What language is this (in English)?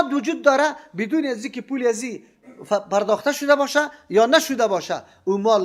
Persian